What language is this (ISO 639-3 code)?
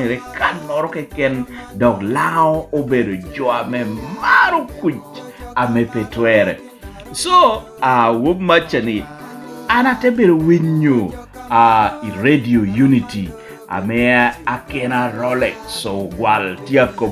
laj